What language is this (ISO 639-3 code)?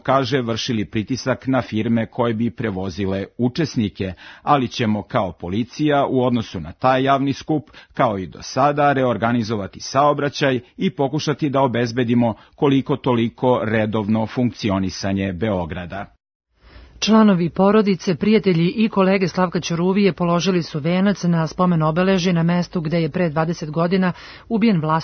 srp